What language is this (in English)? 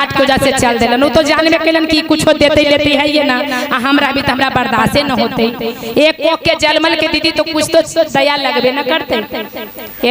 Magahi